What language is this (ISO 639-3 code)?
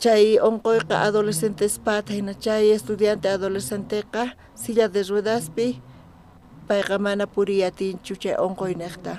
quh